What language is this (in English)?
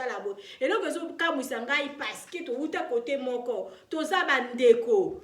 Lingala